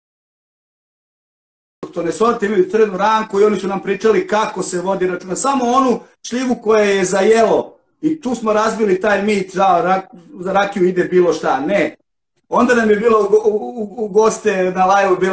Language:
Serbian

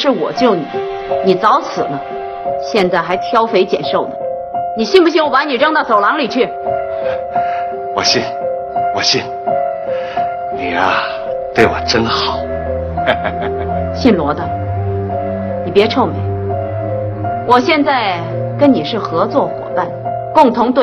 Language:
Chinese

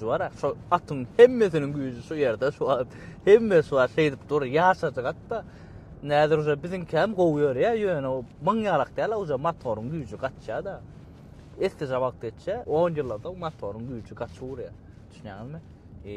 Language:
Turkmen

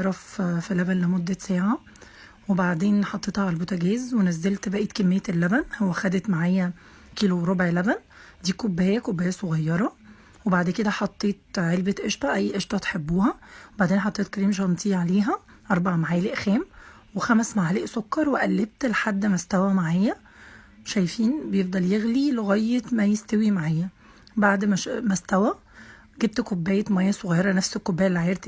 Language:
Egyptian Arabic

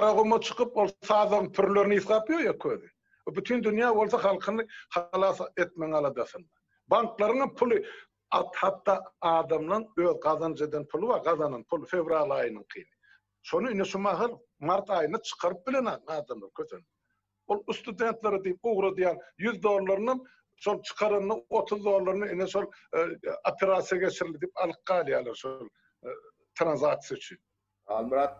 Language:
Turkmen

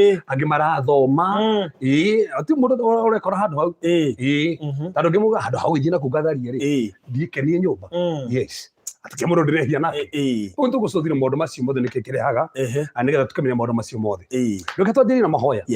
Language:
Kikuyu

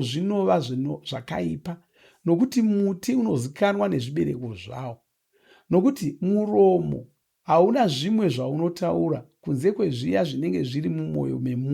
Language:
Shona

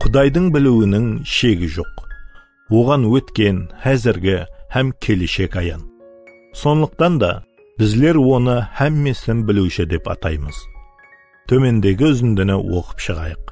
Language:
Kara-Kalpak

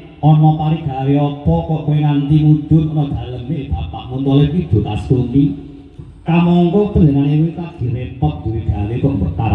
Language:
Javanese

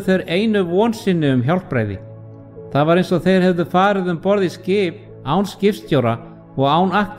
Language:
Icelandic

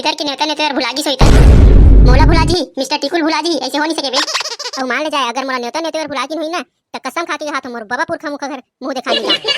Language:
Chhattisgarhi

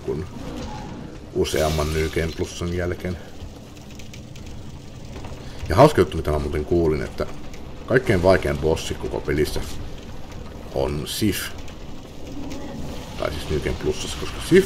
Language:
Finnish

